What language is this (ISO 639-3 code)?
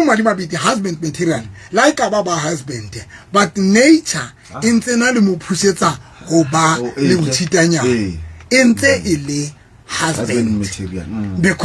sot